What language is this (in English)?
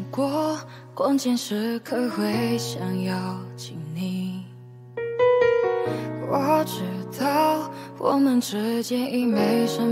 Chinese